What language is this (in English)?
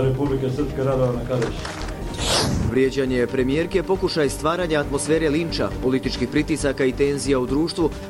Bosnian